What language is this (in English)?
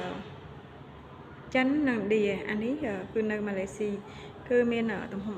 Khmer